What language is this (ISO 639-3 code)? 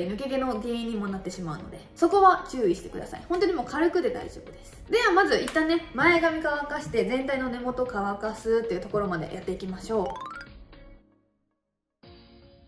jpn